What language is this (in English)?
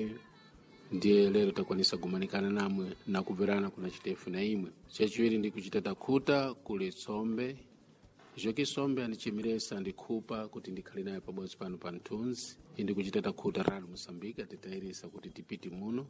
Sena